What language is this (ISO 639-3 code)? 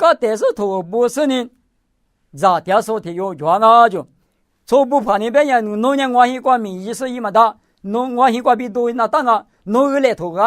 lis